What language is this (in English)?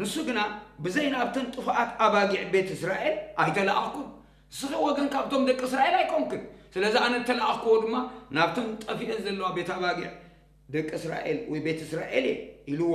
Tigrinya